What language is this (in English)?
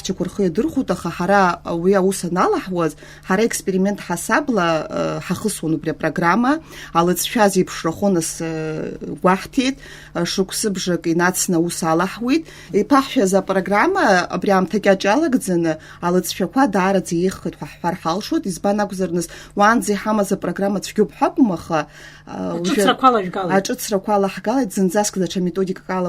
Abkhazian